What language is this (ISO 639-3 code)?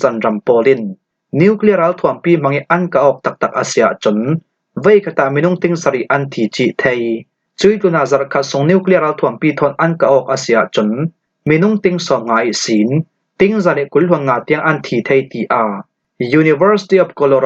cfm